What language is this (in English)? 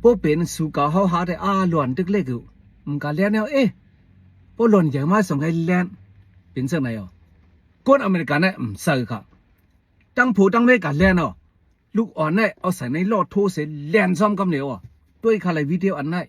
Shan